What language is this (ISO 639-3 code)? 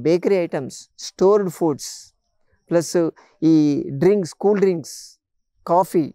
tel